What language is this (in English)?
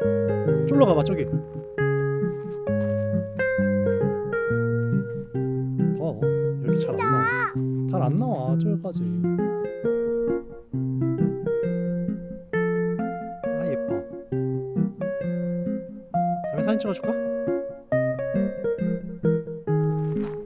Korean